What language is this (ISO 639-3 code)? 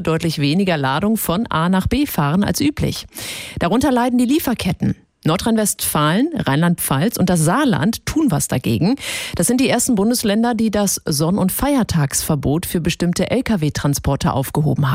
deu